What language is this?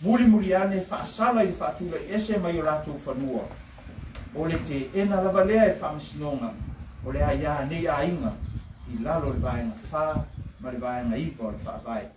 Samoan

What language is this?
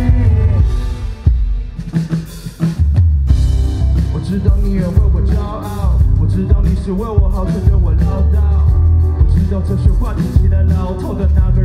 Chinese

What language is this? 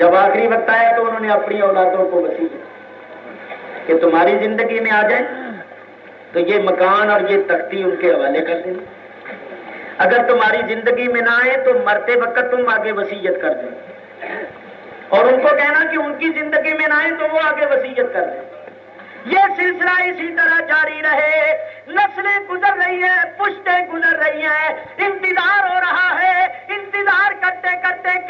Urdu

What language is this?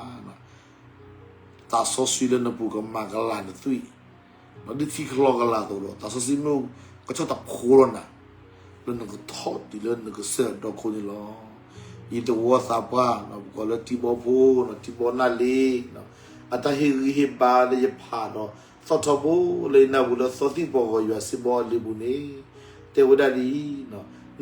S'gaw Karen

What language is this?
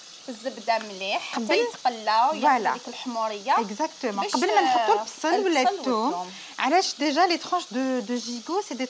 Algerian Arabic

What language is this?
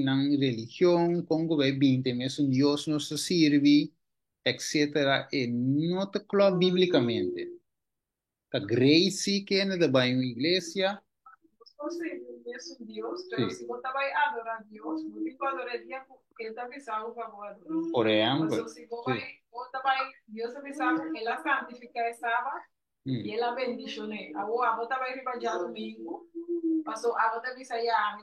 Papiamento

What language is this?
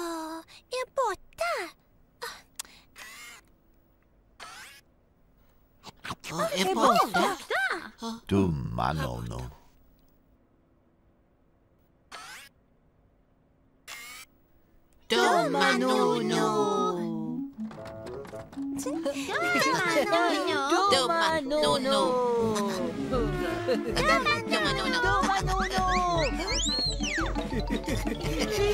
Swedish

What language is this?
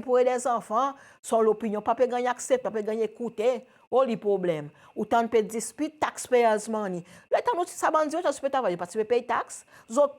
Seselwa Creole French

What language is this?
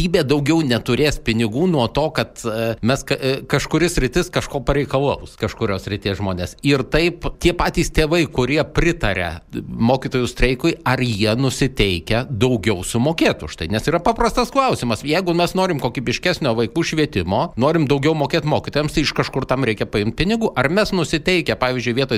Lithuanian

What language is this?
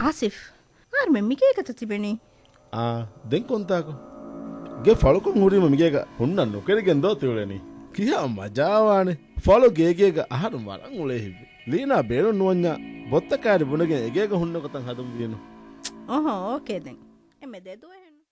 Divehi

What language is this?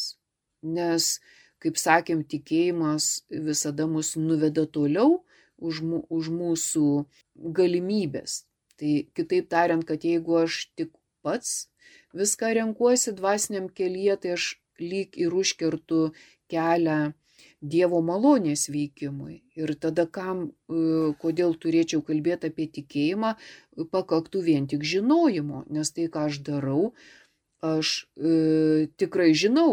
Lithuanian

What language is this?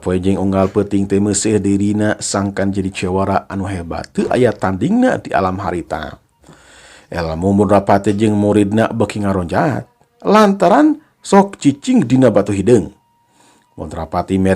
Sundanese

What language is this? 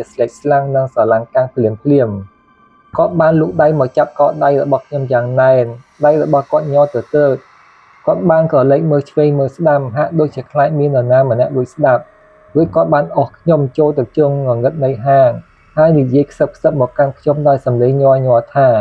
Khmer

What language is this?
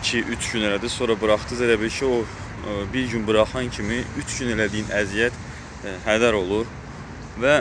Azerbaijani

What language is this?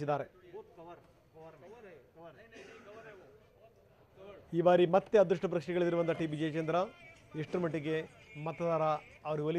Kannada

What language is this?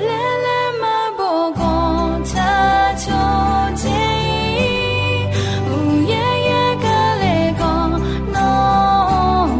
Akha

